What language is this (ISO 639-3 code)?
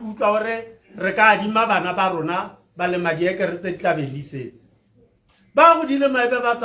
tsn